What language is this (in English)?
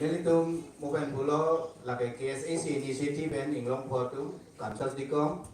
Karbi